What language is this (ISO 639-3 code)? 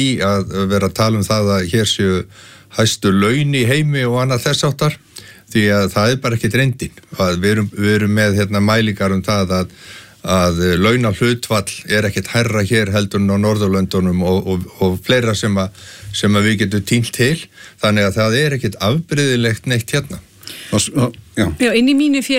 isl